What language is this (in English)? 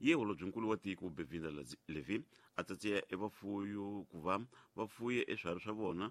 Tsonga